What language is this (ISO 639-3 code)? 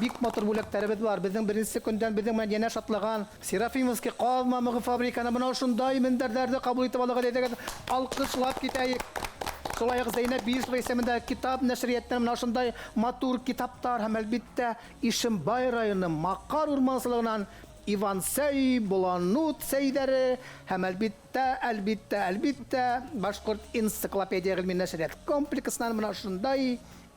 bak